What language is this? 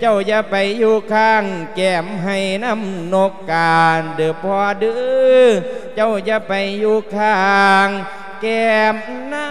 Lao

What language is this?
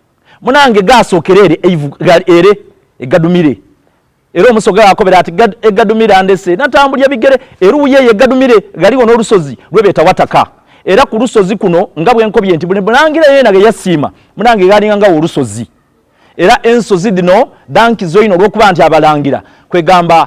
Soga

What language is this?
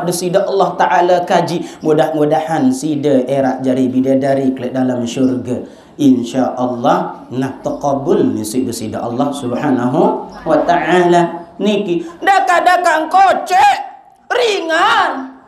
Sasak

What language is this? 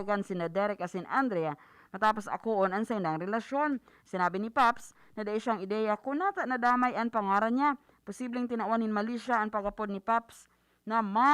Bikol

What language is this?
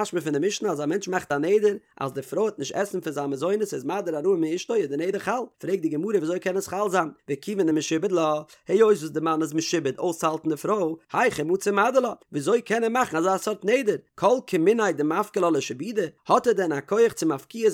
Yiddish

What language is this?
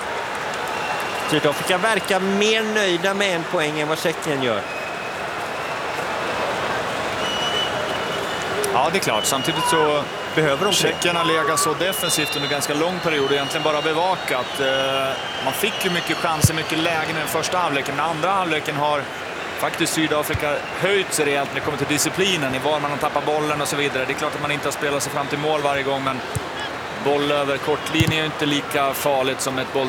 Swedish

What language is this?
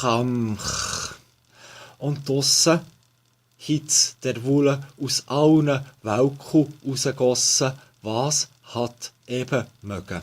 Swiss German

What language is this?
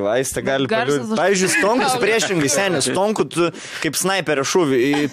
Lithuanian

